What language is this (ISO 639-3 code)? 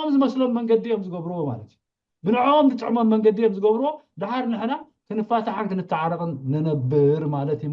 tir